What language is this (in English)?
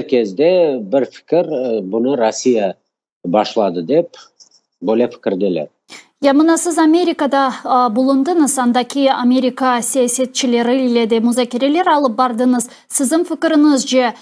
Crimean Tatar